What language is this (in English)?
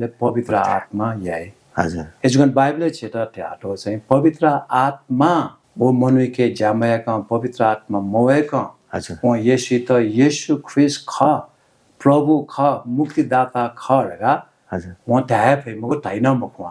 Newari